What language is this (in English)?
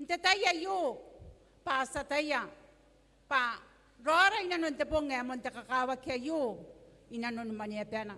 Gilbertese